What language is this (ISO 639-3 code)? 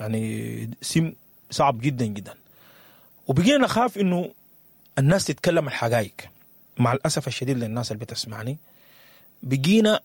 apd